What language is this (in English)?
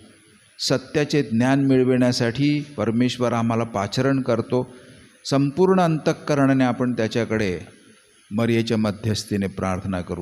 Marathi